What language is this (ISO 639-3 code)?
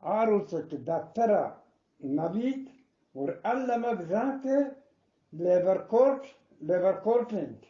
bgp